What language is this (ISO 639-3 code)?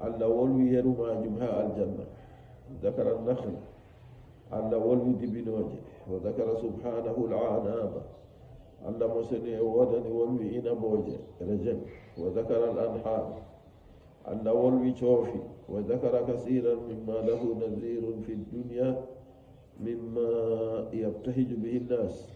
fuv